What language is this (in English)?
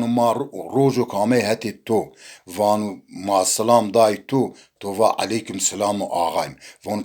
Zaza